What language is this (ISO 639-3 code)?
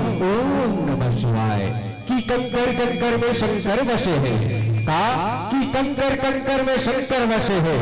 hne